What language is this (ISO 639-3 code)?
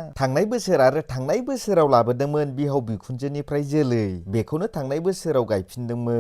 brx